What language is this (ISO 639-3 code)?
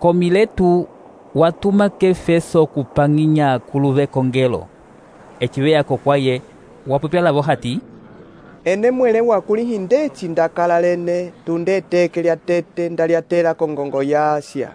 umb